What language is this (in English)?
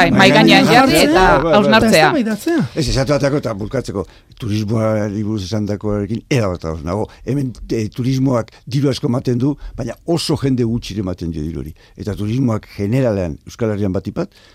Basque